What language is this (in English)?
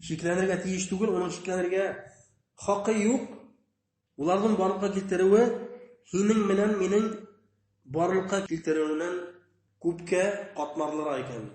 Bashkir